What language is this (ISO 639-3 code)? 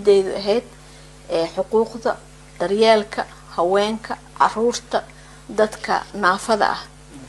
som